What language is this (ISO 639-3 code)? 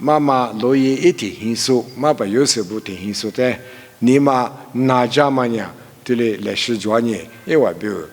lis